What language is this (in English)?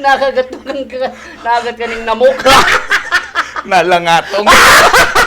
Bikol